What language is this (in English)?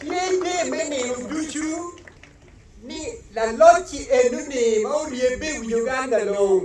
Acoli